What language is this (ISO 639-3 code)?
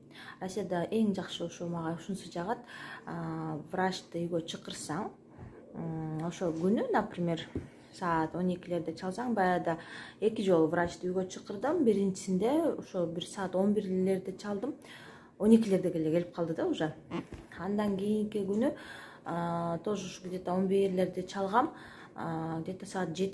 kir